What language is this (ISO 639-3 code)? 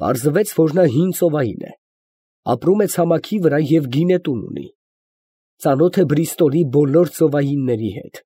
hye